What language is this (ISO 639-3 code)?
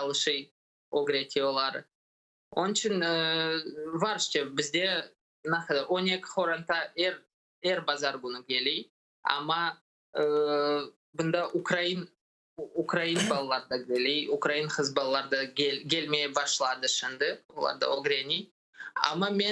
crh